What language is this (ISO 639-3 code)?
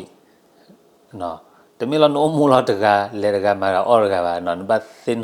ksw